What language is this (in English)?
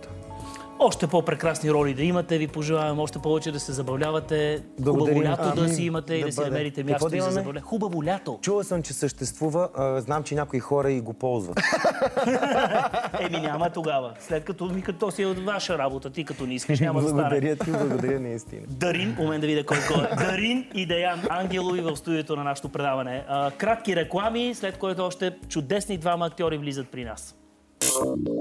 Bulgarian